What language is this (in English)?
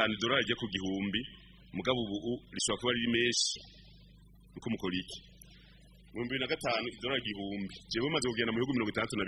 Rundi